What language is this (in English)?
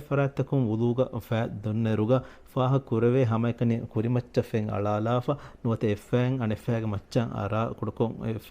Divehi